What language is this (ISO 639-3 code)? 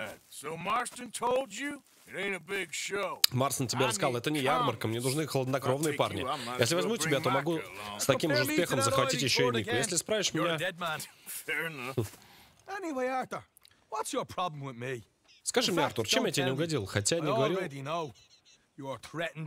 rus